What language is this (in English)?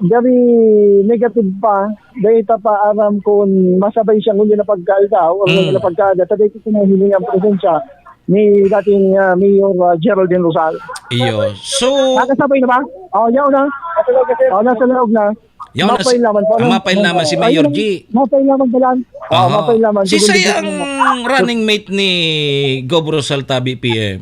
Bikol